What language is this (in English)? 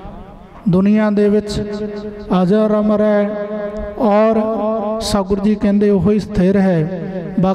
Punjabi